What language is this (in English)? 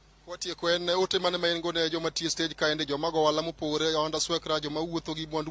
Luo (Kenya and Tanzania)